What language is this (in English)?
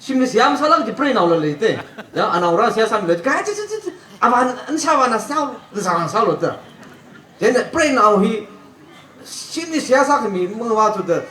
Tangkhul Naga (India)